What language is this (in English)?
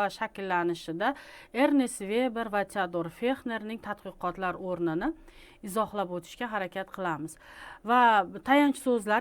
Uzbek